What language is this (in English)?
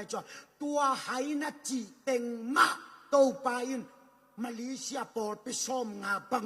Tedim Chin